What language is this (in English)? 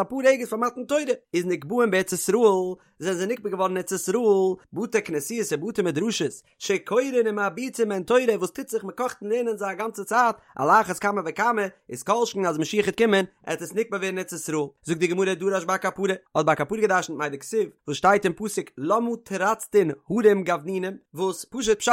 Yiddish